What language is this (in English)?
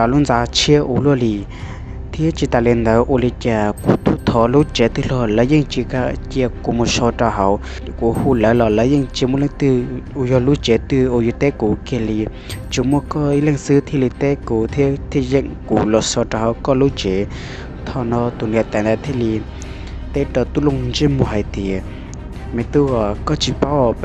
Hmong